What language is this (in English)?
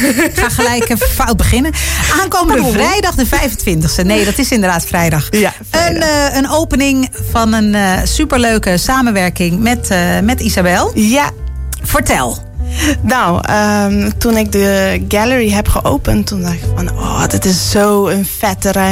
Dutch